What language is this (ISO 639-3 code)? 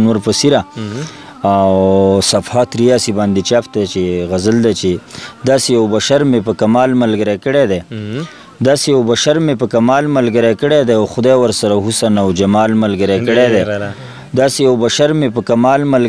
pus